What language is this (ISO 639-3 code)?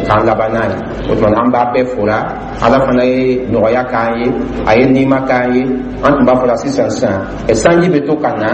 dyu